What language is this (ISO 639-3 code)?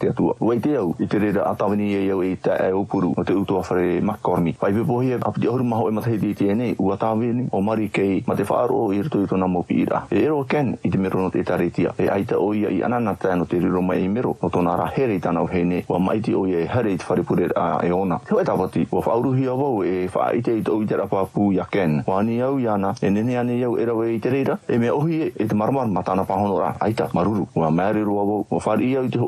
tah